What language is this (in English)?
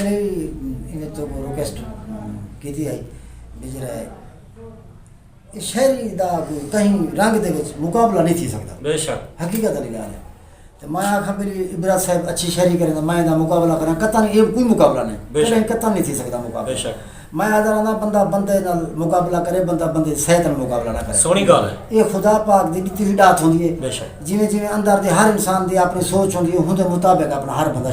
Saraiki